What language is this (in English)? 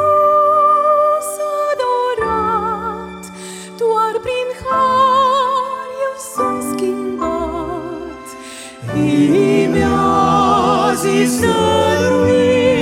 Romanian